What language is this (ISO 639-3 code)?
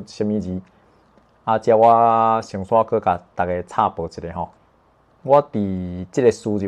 nan